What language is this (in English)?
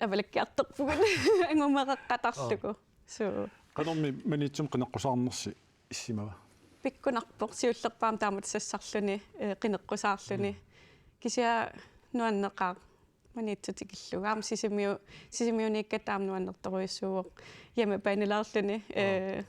Kalaallisut